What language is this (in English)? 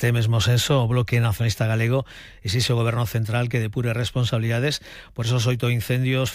Galician